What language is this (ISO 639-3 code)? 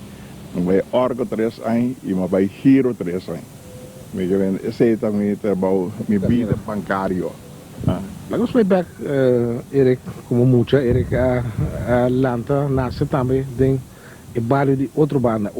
pap